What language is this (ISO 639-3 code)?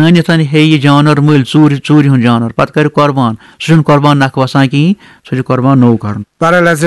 kas